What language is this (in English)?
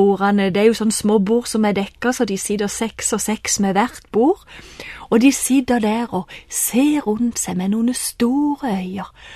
Norwegian